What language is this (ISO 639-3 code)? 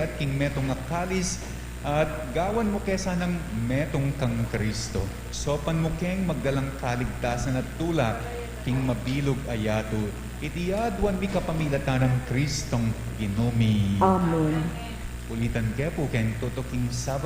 pam